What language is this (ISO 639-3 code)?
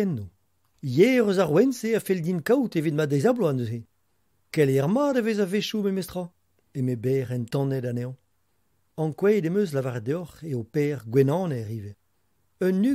bre